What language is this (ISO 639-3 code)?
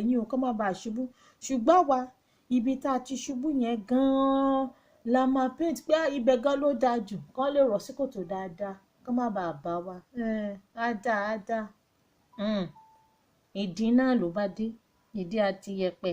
yor